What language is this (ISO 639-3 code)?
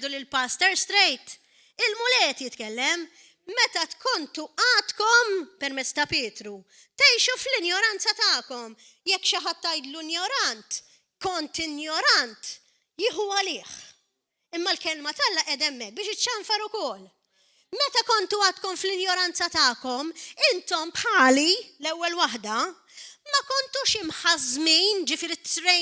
mlt